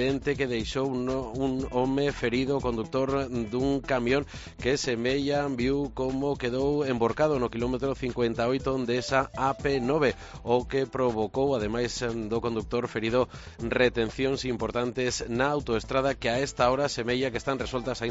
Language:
Galician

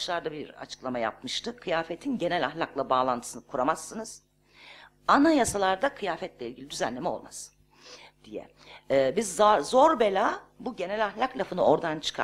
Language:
Turkish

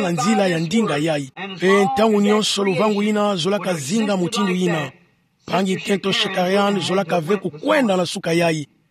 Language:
Kituba (Democratic Republic of Congo)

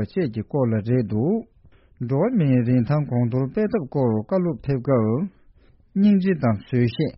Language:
Tibetan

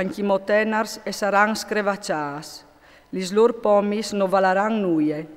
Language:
Friulian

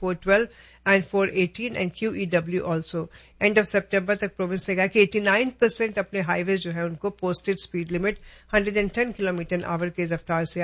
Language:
Punjabi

